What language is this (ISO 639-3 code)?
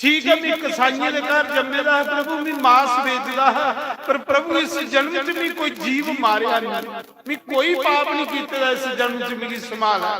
doi